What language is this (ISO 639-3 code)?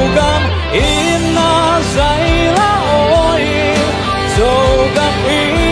ctd